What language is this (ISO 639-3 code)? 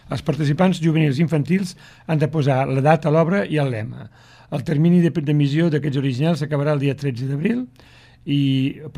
cat